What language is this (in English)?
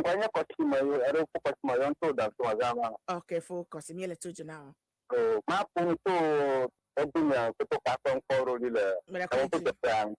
Ewe